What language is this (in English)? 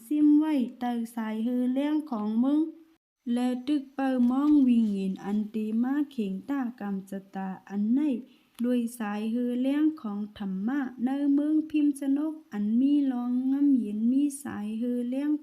Shan